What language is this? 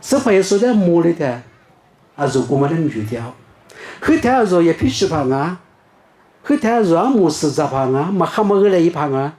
Lisu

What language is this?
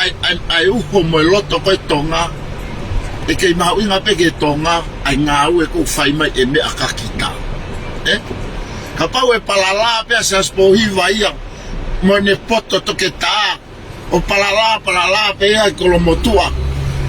Tongan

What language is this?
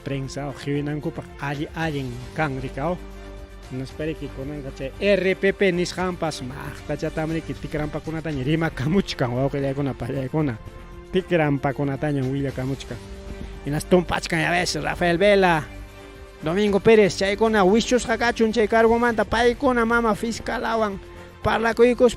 Ayacucho Quechua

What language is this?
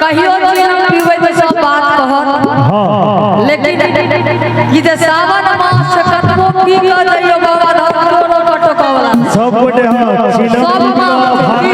Maithili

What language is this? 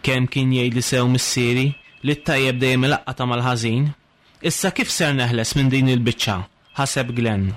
Maltese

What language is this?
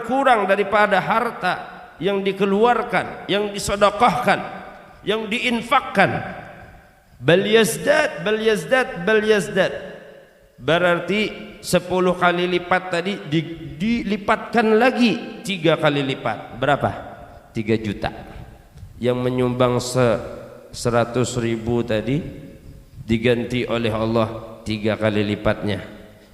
Banjar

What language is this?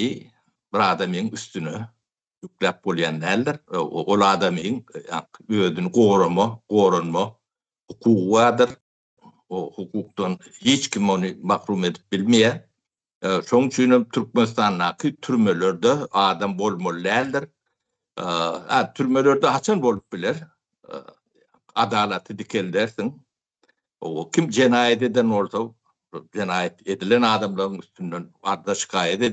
Turkmen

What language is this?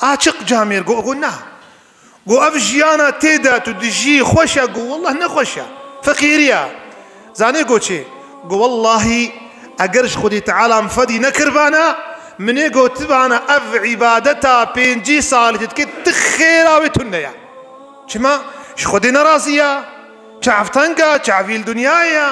Kurdish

